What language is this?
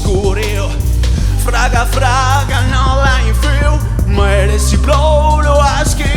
Sardinian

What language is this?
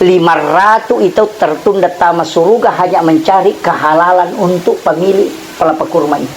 Buginese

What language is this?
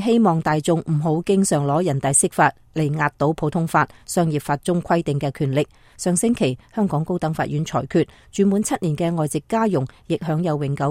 Cantonese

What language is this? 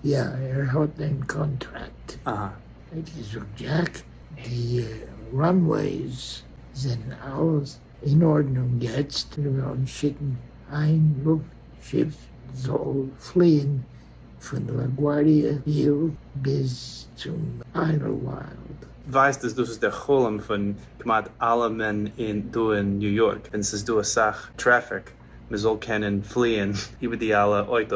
Yiddish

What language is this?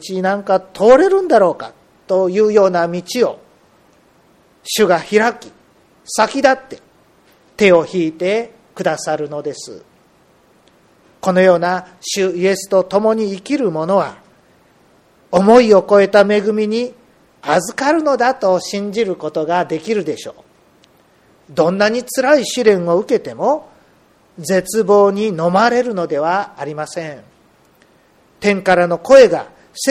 Japanese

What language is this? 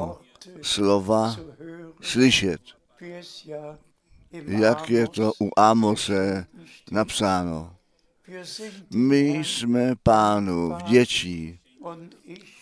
Czech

